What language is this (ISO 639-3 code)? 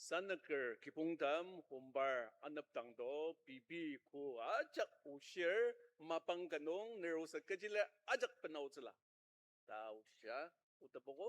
njo